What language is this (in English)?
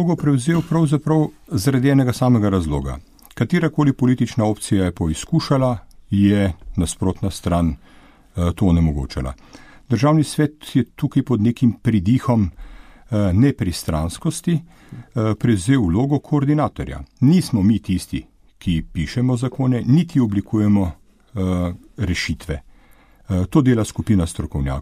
Slovenian